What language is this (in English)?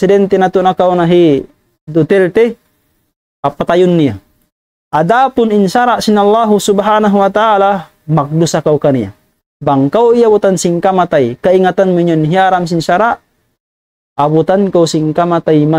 Tausug